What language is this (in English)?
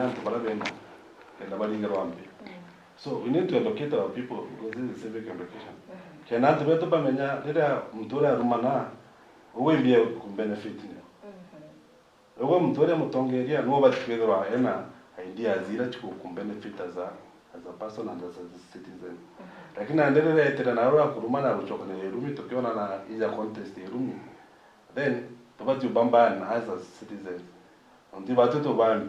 Meru